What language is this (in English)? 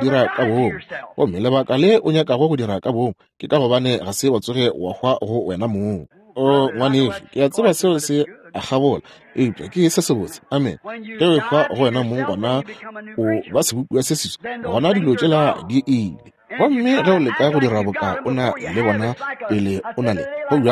Northern Sotho